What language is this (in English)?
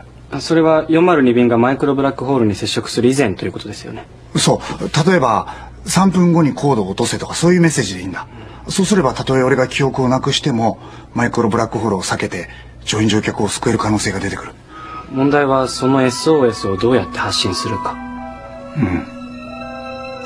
Japanese